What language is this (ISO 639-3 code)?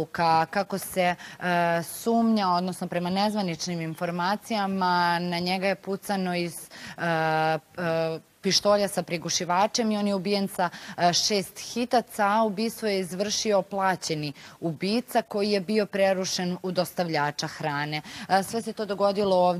srp